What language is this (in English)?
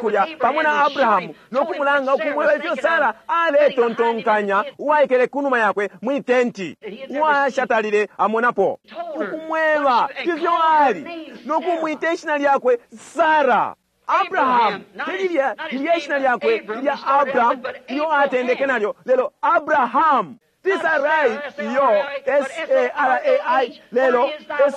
Bemba